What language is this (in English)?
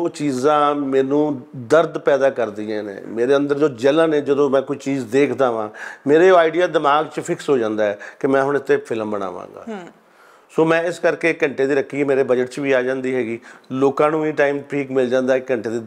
Punjabi